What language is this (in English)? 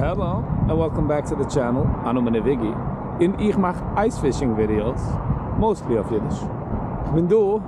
Yiddish